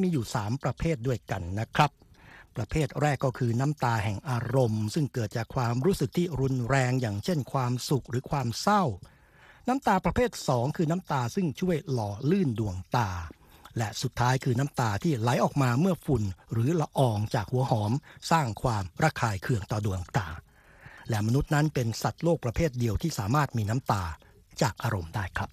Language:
Thai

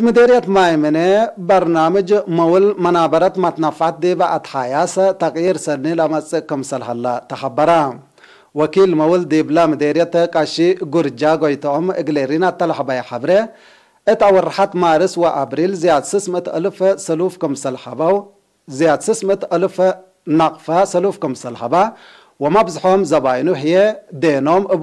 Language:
Tigre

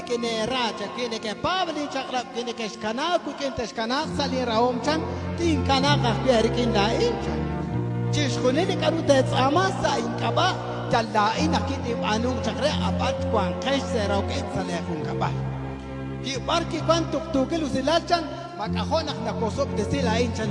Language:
Kekchí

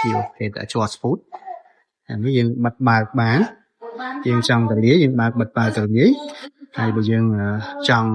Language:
Khmer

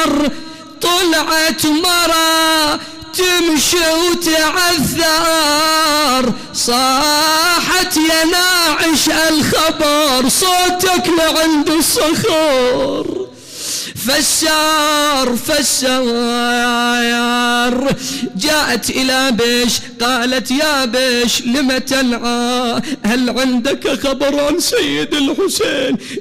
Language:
Mesopotamian Arabic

